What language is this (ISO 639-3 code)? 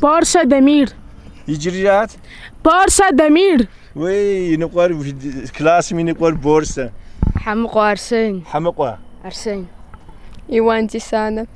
kbd